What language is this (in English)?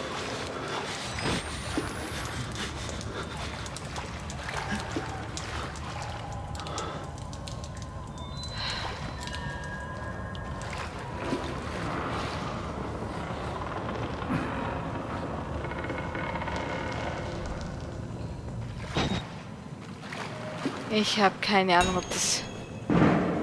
German